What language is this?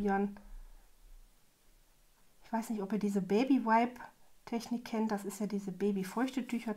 German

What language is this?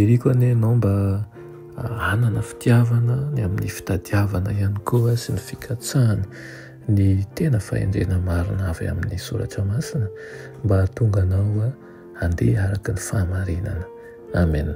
Malagasy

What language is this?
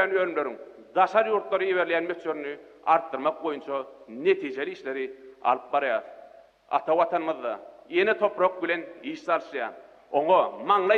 Turkmen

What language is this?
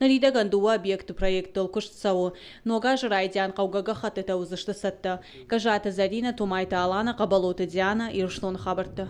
Ossetic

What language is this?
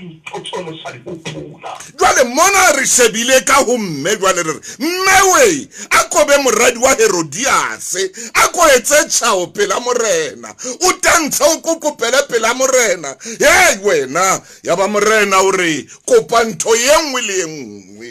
Southern Sotho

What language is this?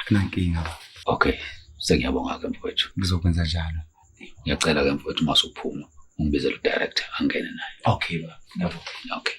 Zulu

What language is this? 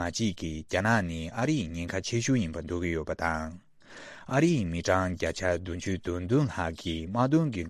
Tibetan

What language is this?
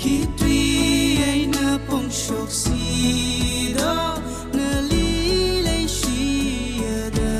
Tangkhul Naga (India)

